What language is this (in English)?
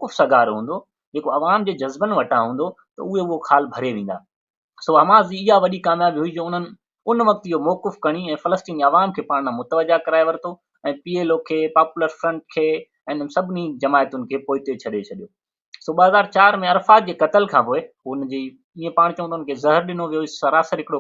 Sindhi